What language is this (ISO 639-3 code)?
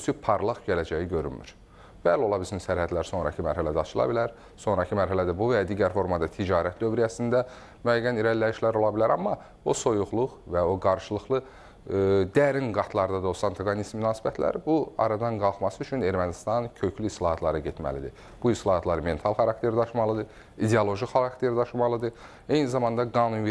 aze